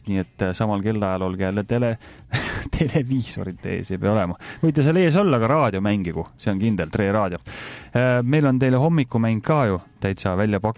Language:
Estonian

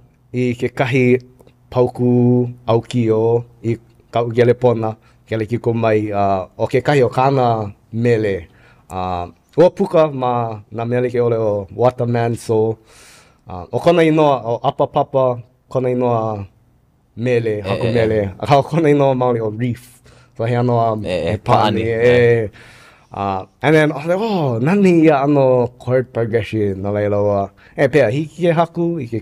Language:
Hawaiian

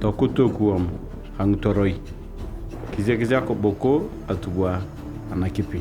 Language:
Turkana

